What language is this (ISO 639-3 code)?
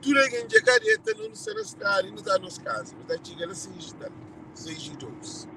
kea